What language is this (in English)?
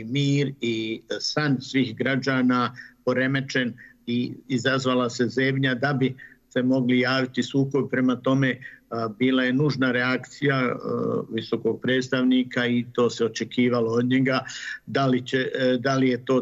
Bosnian